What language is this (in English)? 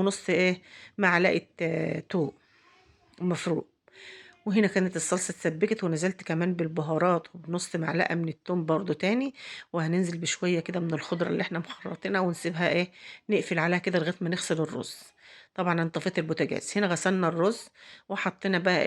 Egyptian Arabic